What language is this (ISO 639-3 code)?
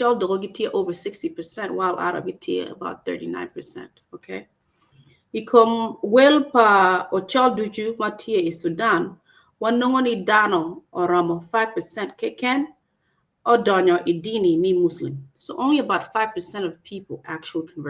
ach